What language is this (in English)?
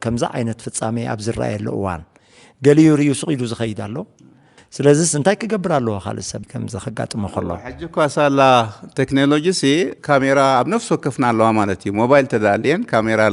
Tigrinya